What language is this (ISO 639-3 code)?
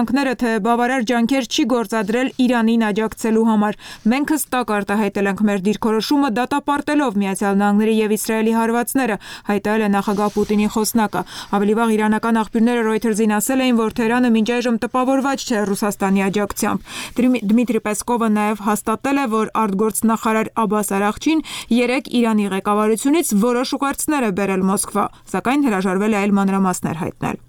hye